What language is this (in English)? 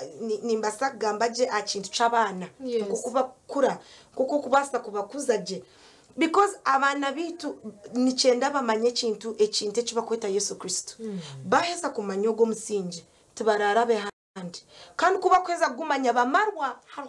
Nyankole